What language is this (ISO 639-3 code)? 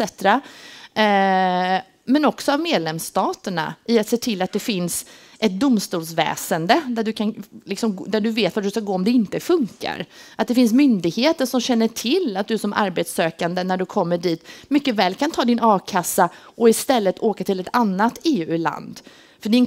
swe